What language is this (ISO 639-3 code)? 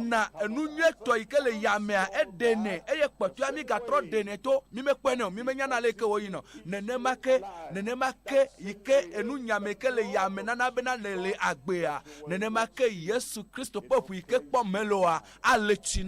ewe